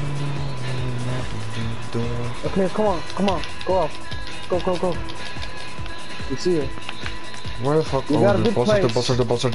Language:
English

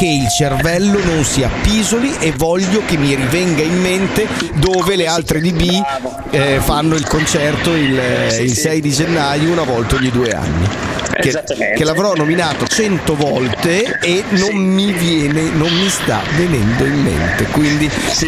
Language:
Italian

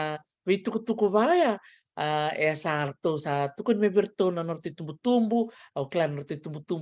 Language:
Fijian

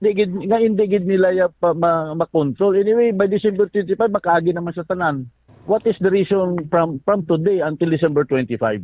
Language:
Hiligaynon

